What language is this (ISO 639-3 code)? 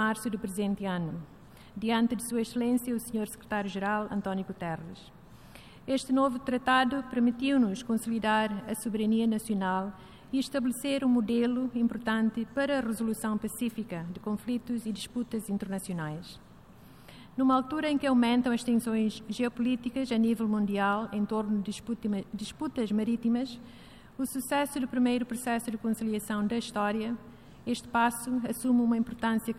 por